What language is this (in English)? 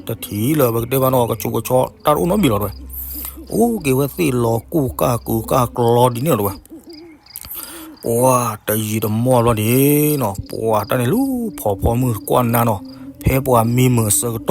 S'gaw Karen